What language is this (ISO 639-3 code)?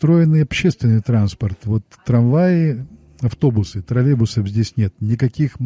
rus